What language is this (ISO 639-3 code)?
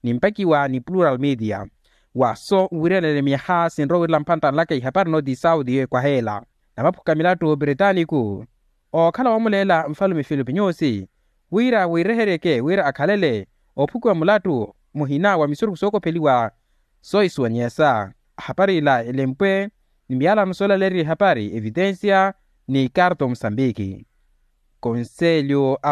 vmw